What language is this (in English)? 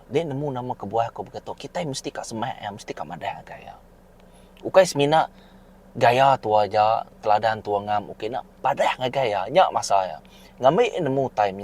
Iban